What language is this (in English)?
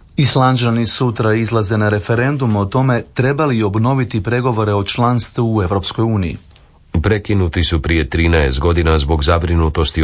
Croatian